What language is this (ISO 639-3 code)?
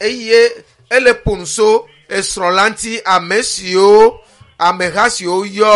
ewe